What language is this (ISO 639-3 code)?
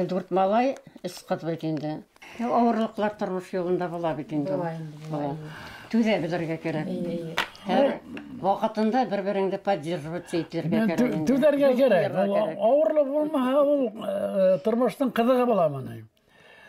bak